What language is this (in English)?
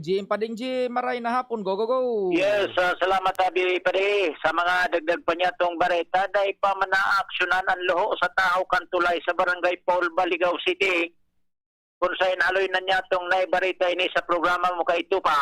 Bikol